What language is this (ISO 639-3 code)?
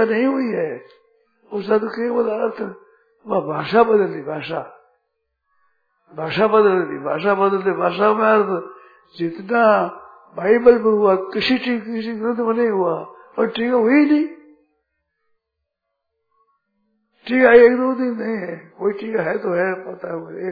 hin